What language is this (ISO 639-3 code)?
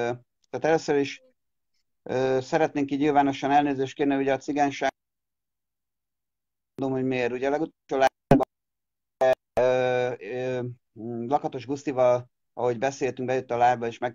hun